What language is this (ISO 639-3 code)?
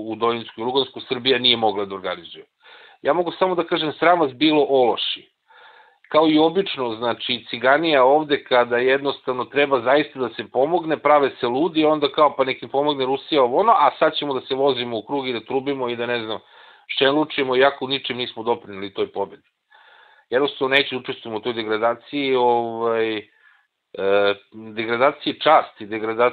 srp